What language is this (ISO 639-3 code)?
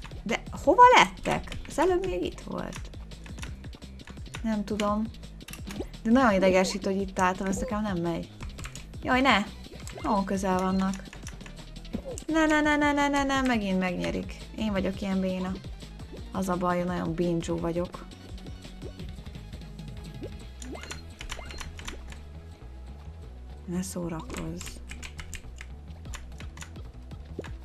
hun